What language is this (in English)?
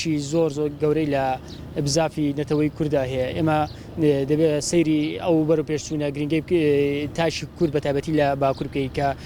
Central Kurdish